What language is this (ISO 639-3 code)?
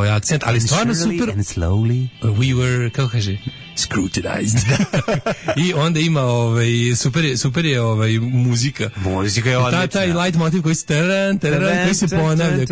srp